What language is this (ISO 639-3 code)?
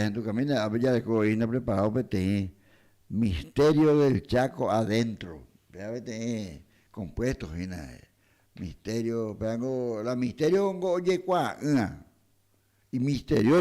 grn